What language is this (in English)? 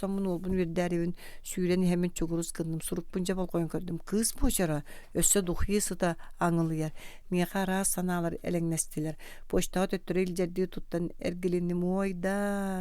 Yakut